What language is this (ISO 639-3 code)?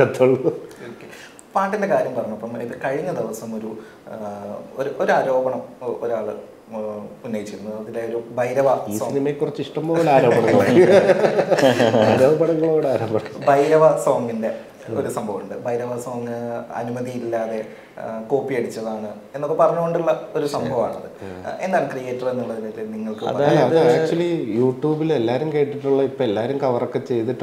mal